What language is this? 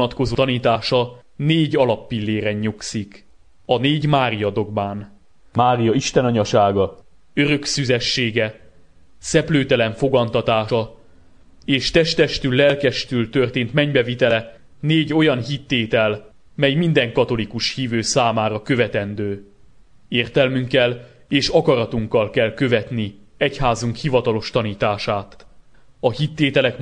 Hungarian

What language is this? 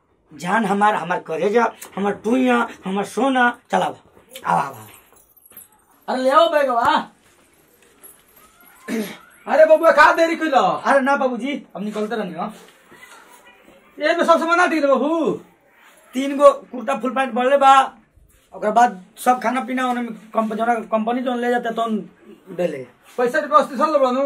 Bhojpuri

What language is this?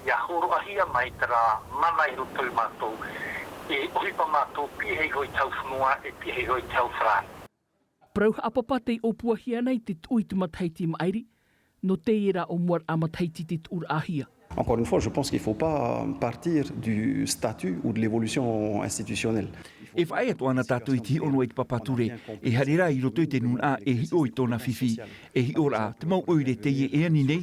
Tahitian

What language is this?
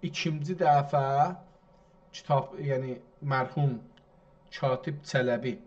South Azerbaijani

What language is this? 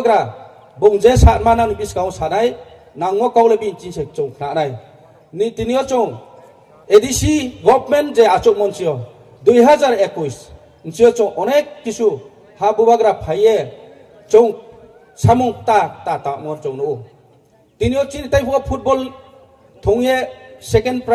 Riang (India)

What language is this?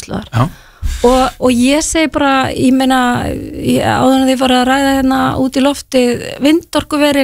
Icelandic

